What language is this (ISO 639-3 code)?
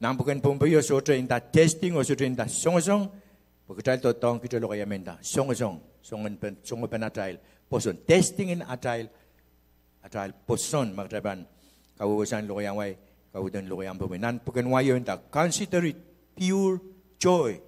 pon